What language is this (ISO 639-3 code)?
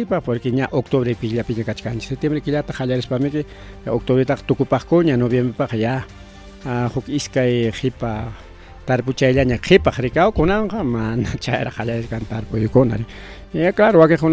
quy